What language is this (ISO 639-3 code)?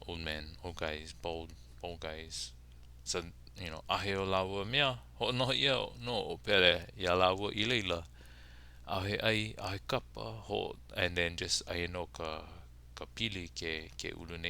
haw